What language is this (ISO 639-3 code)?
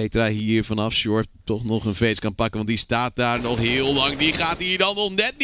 nld